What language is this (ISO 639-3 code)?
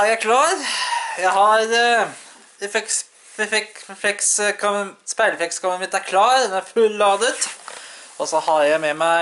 nor